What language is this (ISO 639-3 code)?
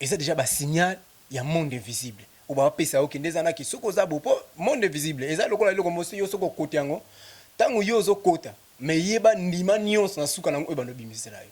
lin